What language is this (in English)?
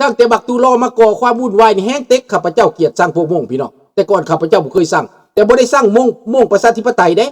Lao